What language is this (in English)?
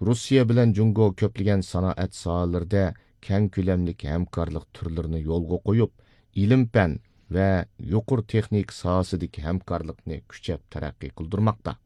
Uyghur